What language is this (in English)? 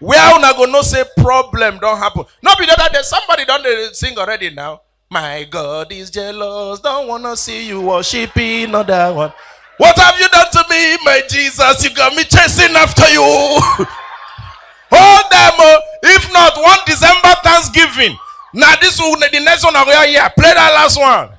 Nigerian Pidgin